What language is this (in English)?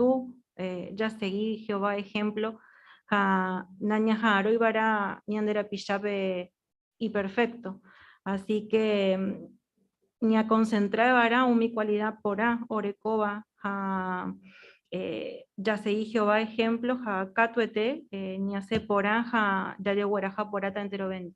Guarani